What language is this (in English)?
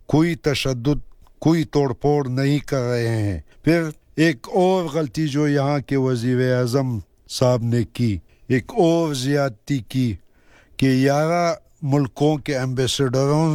Urdu